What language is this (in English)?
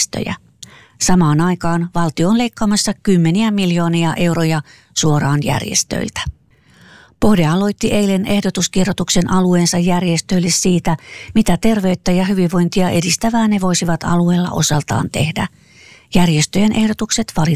Finnish